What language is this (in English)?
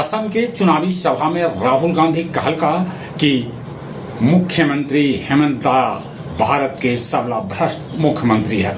Magahi